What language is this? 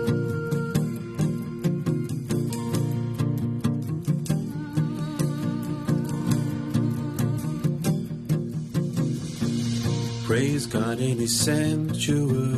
Afrikaans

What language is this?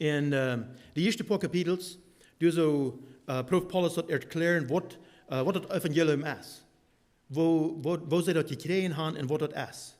Plautdietsch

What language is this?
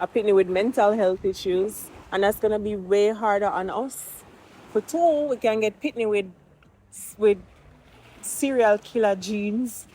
Jamaican Creole English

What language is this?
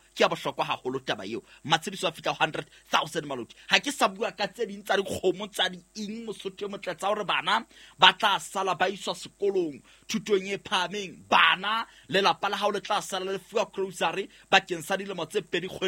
Southern Sotho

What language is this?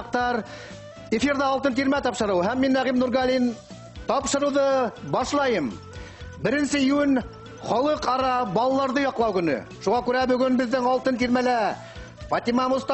Bashkir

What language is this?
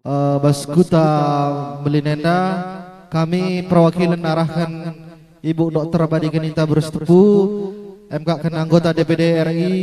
Batak Karo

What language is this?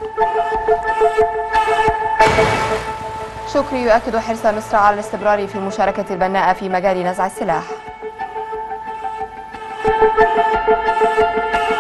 Arabic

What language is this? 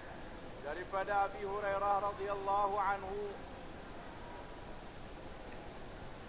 Malay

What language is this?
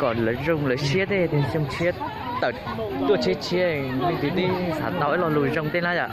Hmong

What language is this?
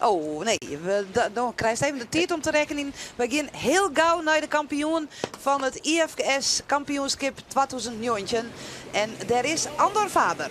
Western Frisian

